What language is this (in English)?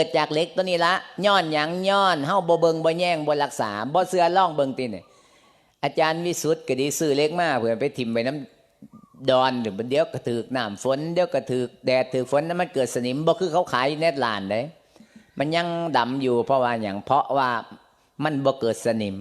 Lao